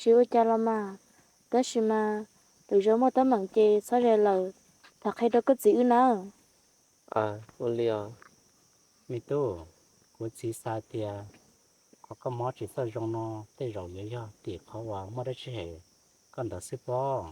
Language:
Hmong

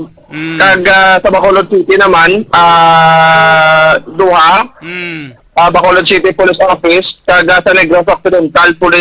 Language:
Hiligaynon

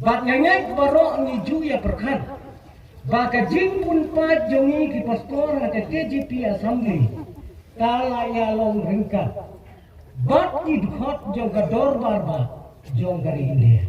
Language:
Khasi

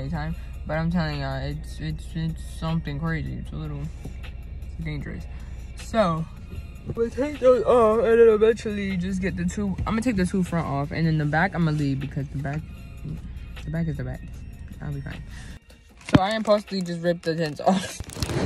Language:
English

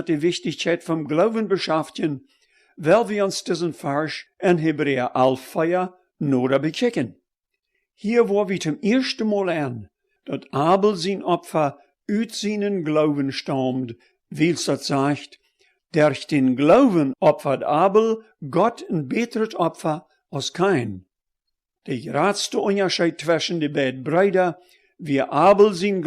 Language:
Plautdietsch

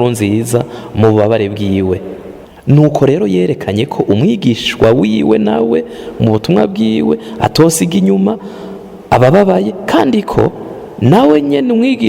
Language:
Rundi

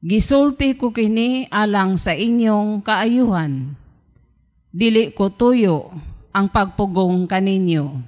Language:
Cebuano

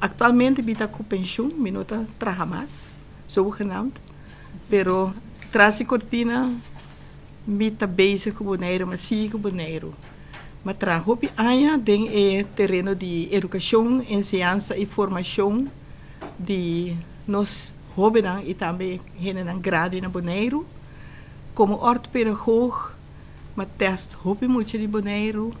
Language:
Papiamento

